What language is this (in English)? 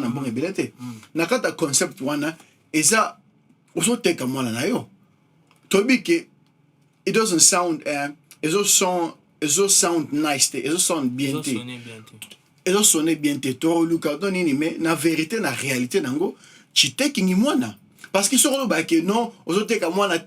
Lingala